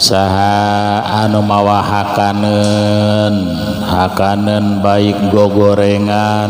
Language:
Sundanese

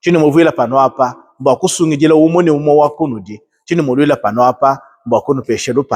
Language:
Luba-Lulua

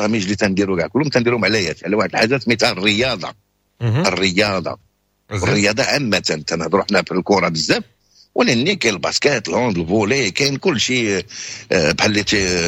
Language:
Moroccan Arabic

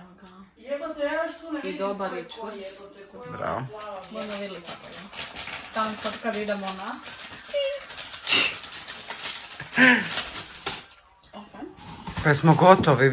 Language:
Croatian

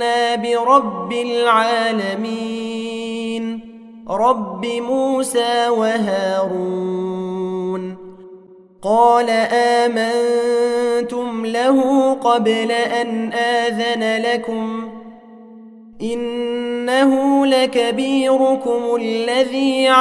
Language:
Arabic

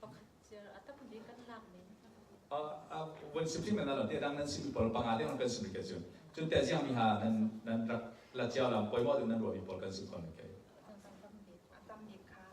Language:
Falam Chin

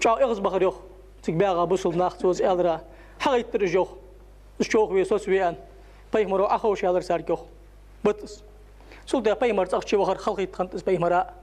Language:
Ingush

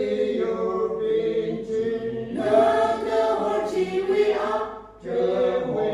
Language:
Tangkhul Naga (India)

